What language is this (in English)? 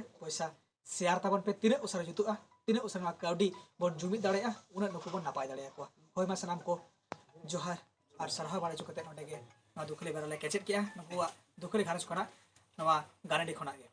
Santali